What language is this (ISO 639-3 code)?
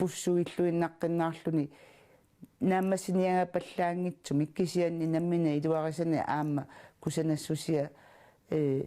kal